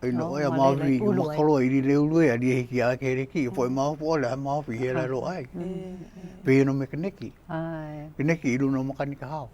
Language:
Hawaiian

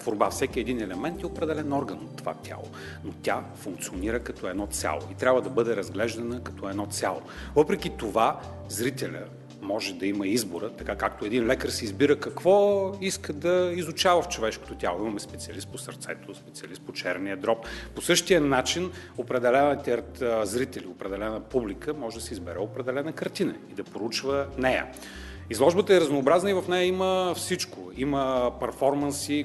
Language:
Bulgarian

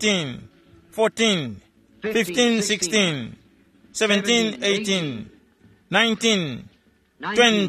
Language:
Tumbuka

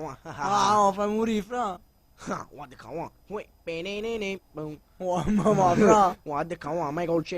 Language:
Neapolitan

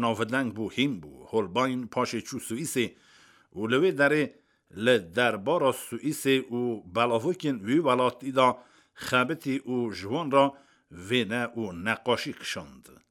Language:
Kurdish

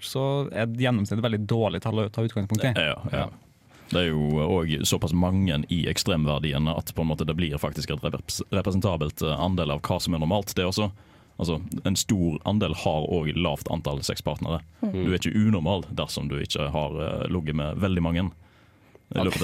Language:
Norwegian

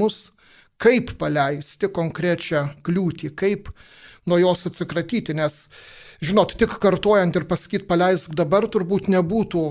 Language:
Lithuanian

